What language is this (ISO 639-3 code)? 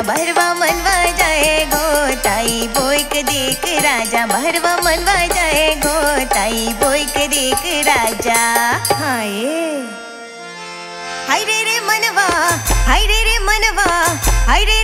bho